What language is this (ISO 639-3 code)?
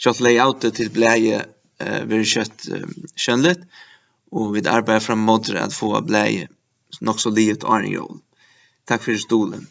fao